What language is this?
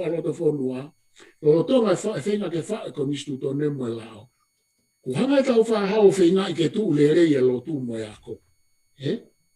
Tongan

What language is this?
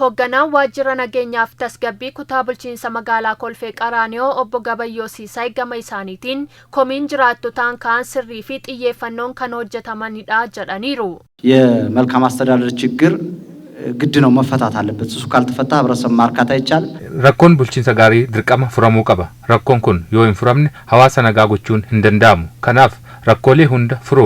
Oromo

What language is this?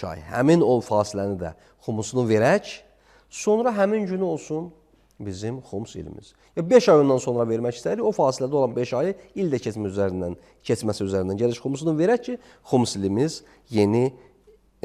Azerbaijani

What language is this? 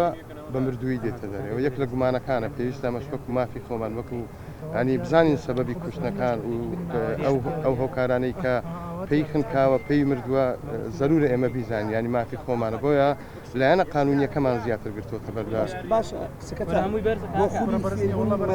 Central Kurdish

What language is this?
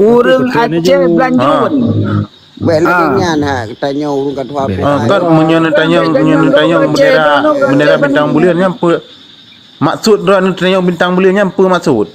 Achinese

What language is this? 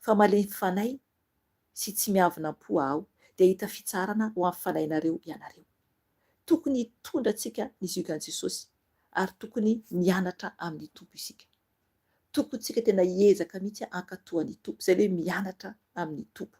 Malagasy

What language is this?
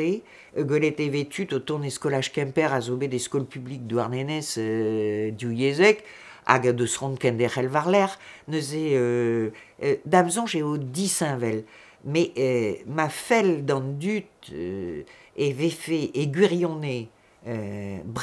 Breton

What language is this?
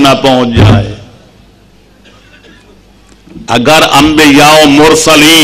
Urdu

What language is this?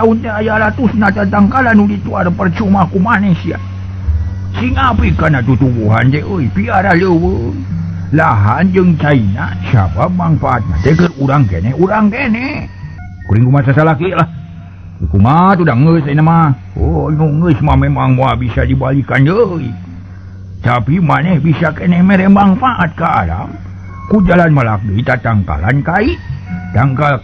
Sundanese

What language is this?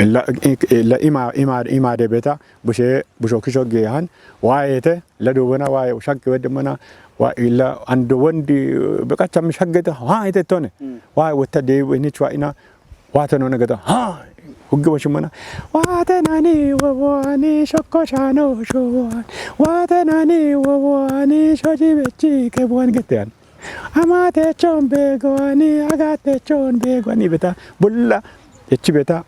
Kafa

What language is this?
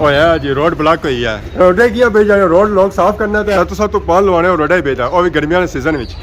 Pahari-Potwari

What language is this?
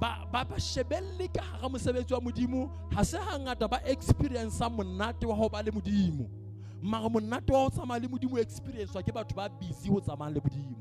Southern Sotho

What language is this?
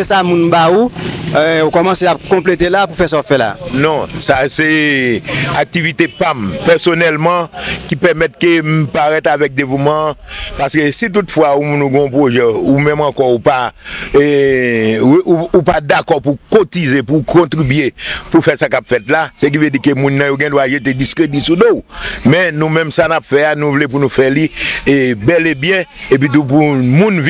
Haitian Creole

